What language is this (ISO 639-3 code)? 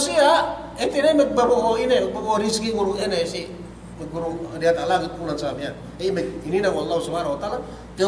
yka